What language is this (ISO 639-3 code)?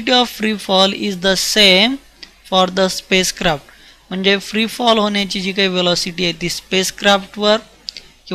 mar